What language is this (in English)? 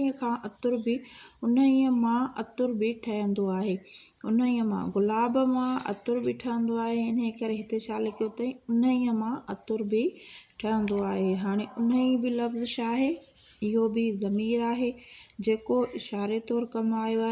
Sindhi